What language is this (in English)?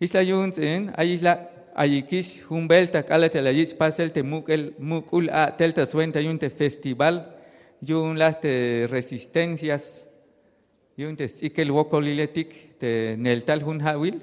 Tzeltal